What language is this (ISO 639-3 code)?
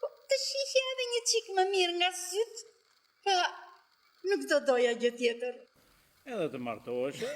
sqi